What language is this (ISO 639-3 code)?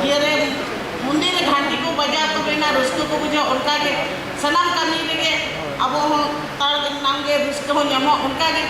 sat